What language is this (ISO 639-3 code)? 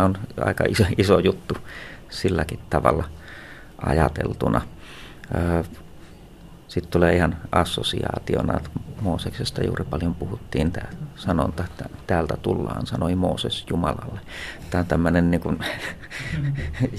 fin